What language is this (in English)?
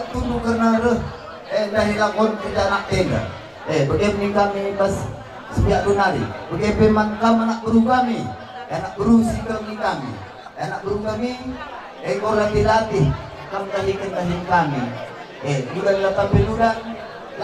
Batak Karo